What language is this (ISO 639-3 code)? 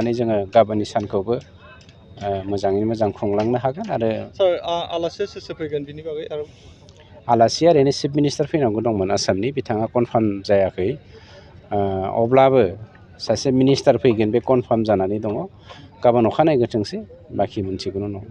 brx